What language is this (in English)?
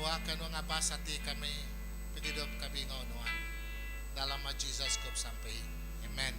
Iban